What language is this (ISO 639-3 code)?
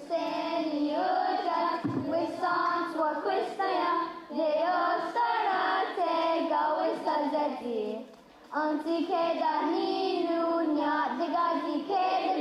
moh